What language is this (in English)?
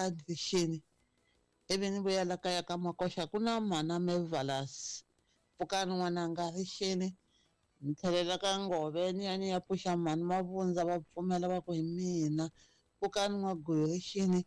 Tsonga